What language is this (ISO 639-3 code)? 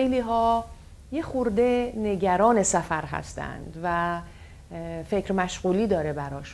fas